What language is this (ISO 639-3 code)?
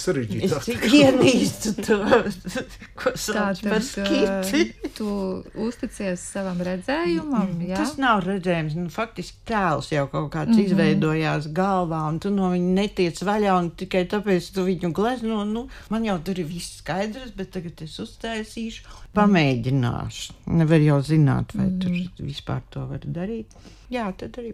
lav